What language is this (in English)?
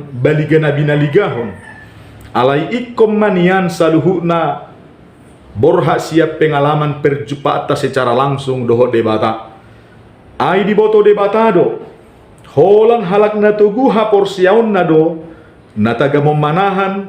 Batak Toba